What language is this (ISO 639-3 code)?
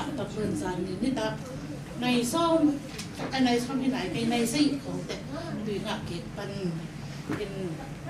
ctd